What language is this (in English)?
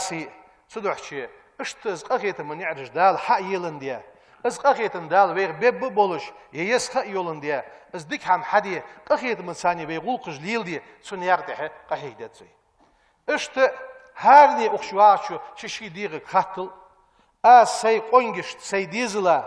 Ingush